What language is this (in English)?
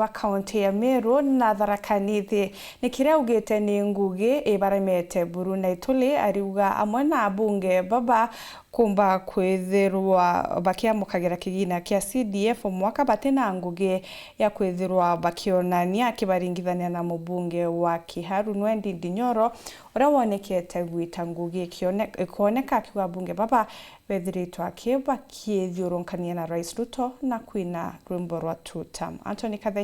Meru